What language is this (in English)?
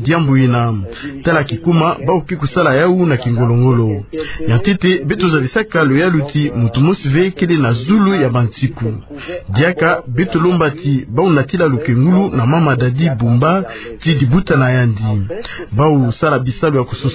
Kituba (Democratic Republic of Congo)